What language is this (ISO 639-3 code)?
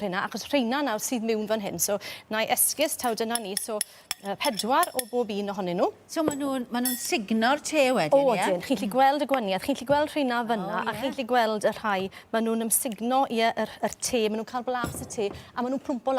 cym